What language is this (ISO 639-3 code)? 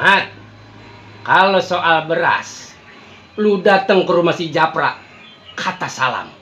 bew